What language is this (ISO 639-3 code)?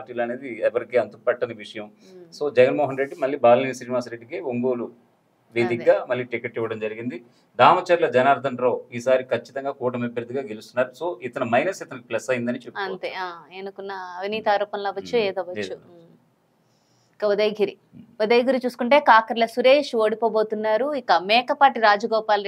tel